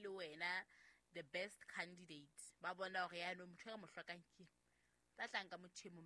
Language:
Southern Sotho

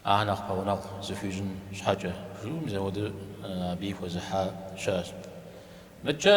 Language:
Kabardian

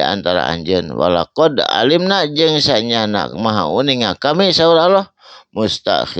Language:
Sundanese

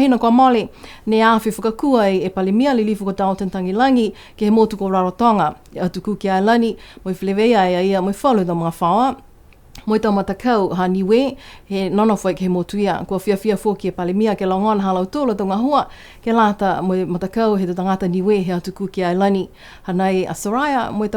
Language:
Niuean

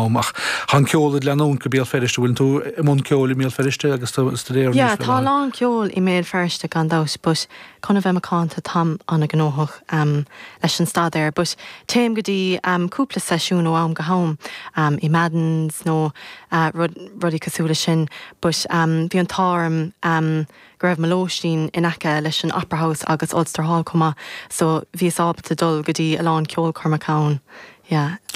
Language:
Irish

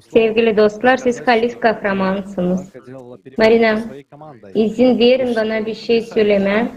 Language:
Gagauz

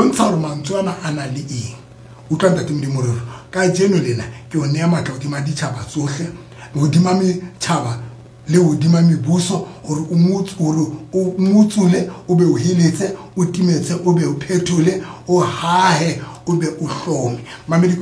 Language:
Southern Sotho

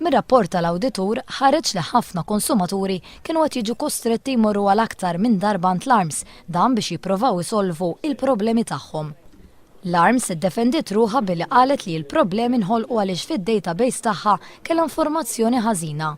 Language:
Maltese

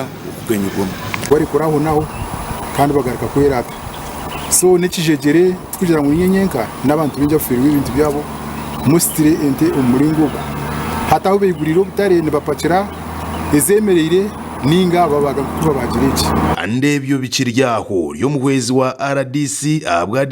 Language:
Nyankole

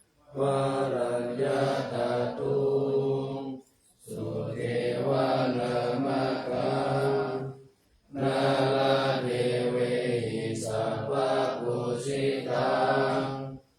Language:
Pali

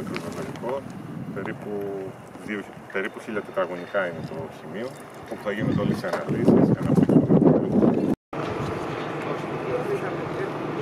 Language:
Greek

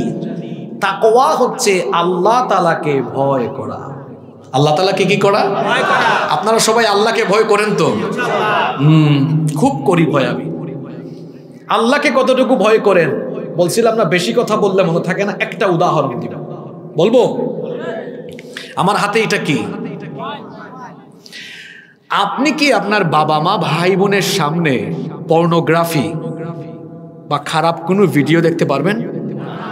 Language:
Bangla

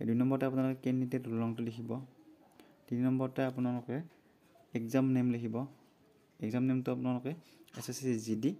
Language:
Assamese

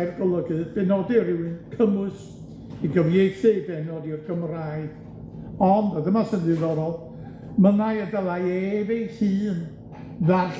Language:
Welsh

